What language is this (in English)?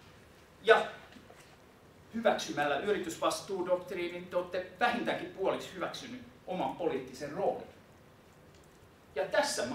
Finnish